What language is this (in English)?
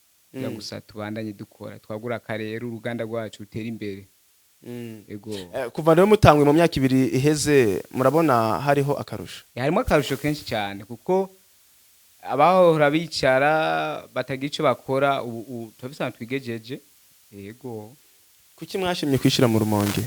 Rundi